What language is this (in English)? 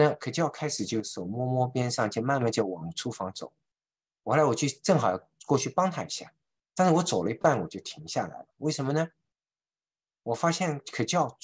Chinese